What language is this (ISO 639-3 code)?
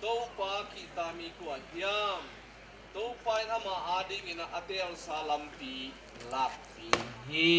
ctd